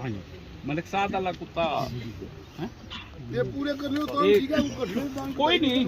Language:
Pahari-Potwari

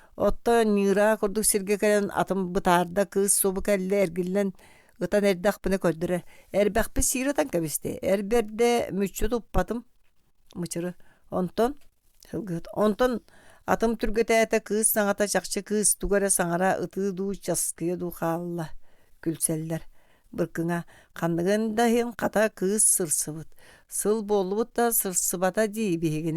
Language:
Yakut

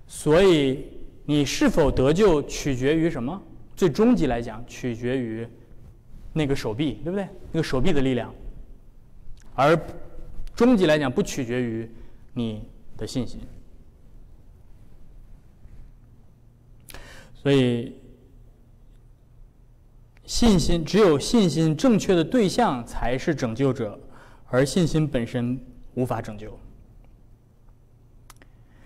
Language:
Chinese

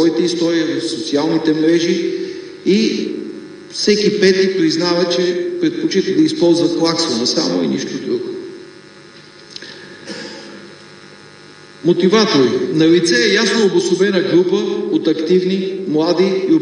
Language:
Bulgarian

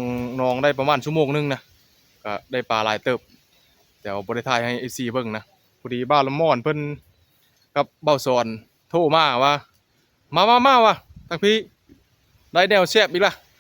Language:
Northeastern Thai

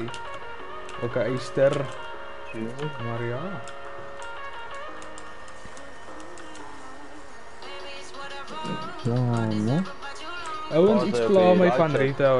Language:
Afrikaans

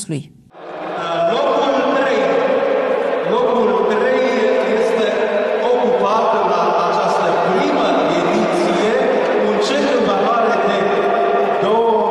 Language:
Romanian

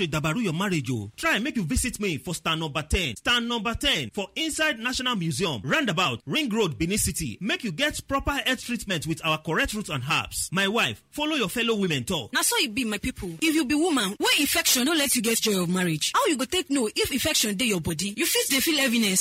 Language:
Nigerian Pidgin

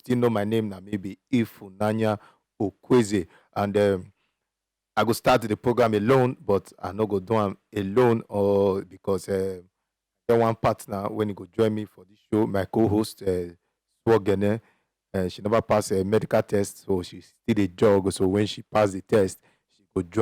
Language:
Nigerian Pidgin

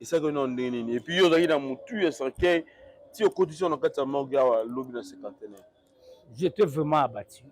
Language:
Lingala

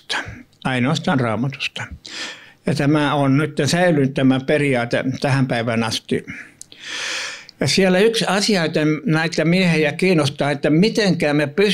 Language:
Finnish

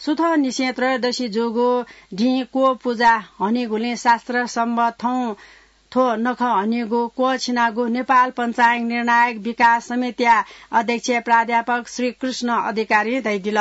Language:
Newari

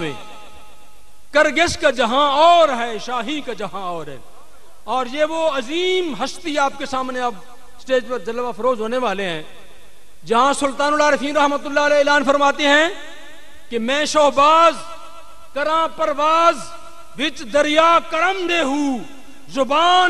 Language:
Urdu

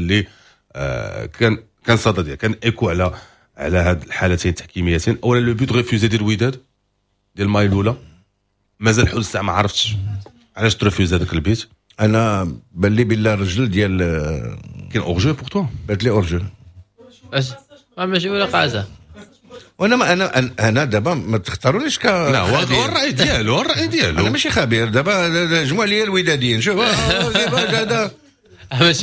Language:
Moroccan Arabic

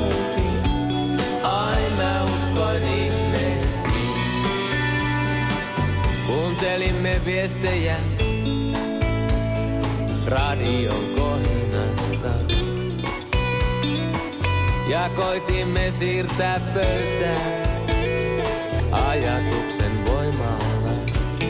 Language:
Finnish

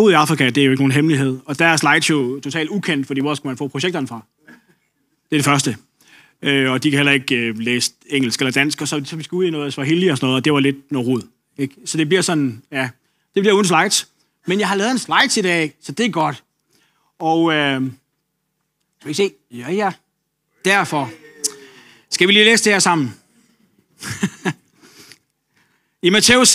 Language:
Danish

